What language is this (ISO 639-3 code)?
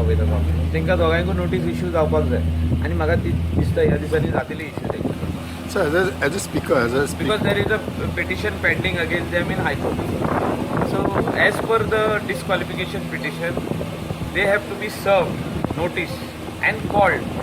kok